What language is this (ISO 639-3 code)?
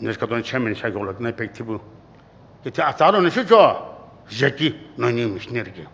nsm